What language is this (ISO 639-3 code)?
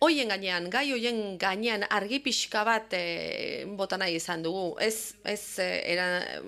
eus